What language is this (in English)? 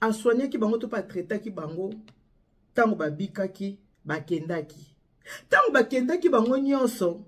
Lingala